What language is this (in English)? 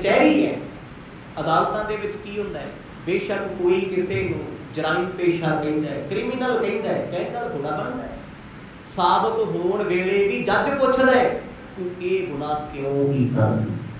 Punjabi